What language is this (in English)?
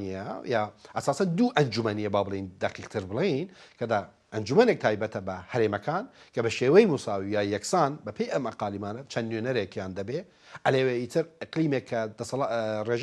Central Kurdish